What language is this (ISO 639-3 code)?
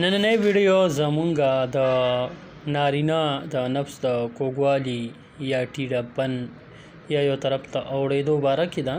pus